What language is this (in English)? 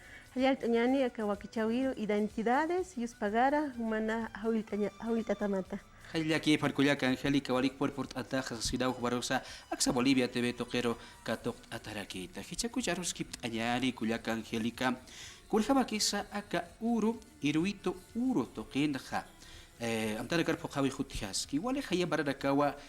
Aymara